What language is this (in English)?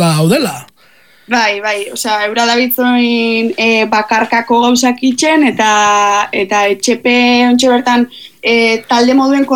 Basque